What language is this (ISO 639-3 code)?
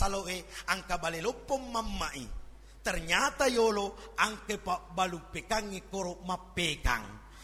bug